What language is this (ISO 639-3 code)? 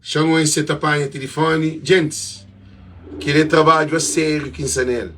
kea